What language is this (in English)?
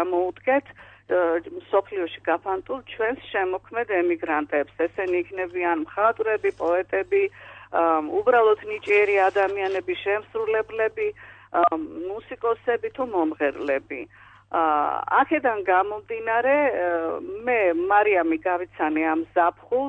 Georgian